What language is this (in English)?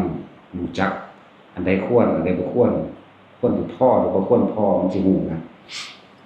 Northeastern Thai